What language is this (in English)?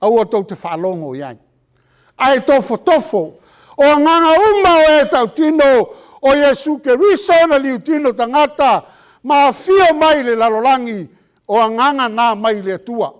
Samoan